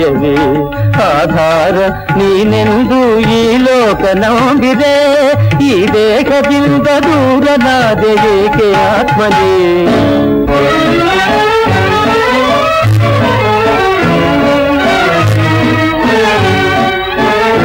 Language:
Kannada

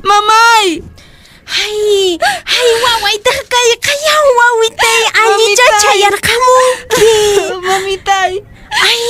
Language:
Quechua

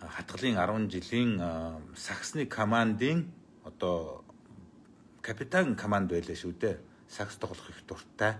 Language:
Mongolian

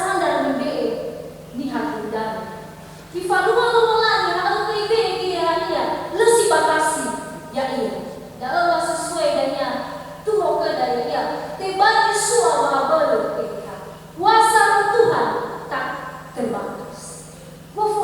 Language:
Nias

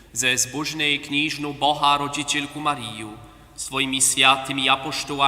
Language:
Upper Sorbian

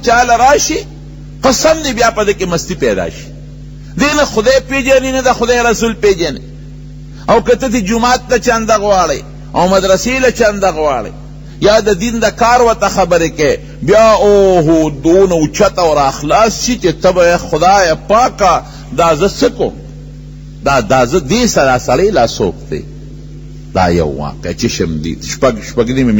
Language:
Pashto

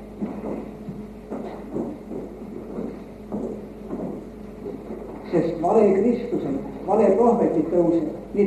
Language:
Estonian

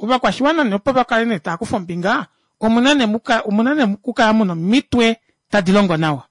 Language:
Kuanyama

